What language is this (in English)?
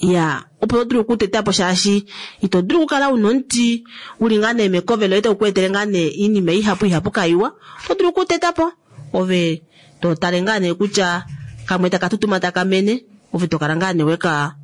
Kuanyama